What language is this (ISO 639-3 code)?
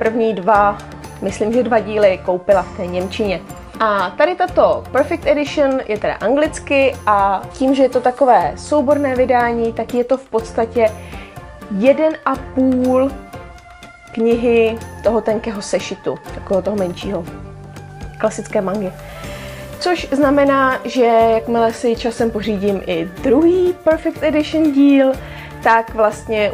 ces